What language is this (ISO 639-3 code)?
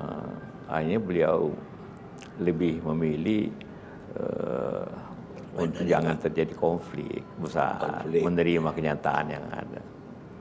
ind